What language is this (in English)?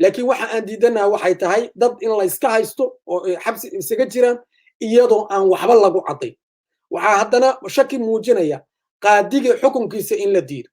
Somali